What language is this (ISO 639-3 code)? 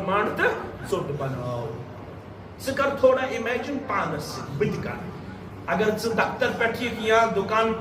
kas